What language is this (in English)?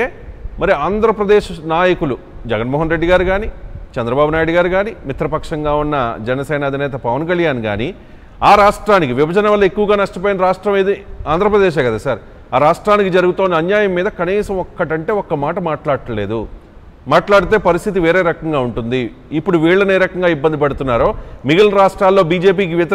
Telugu